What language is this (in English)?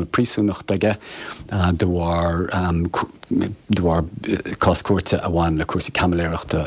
Irish